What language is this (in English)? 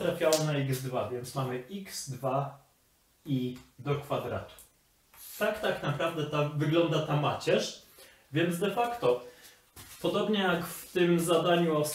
Polish